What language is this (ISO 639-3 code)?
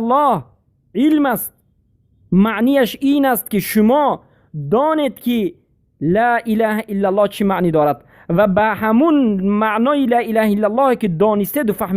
fas